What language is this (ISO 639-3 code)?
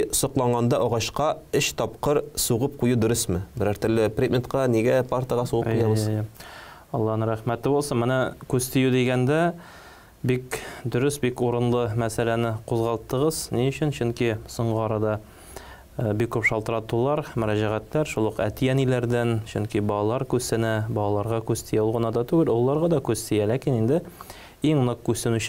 tat